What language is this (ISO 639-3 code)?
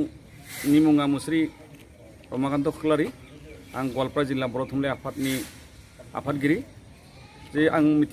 brx